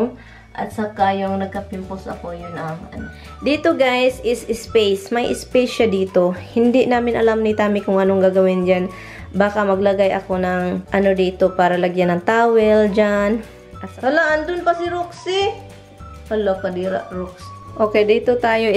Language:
Filipino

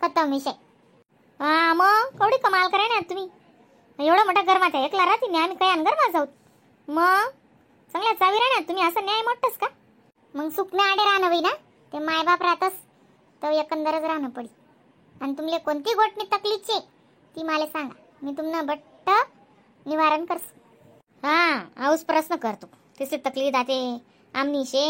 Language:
Khandesi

